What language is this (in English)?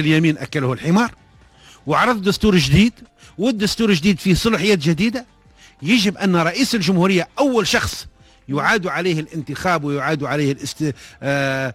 Tunisian Arabic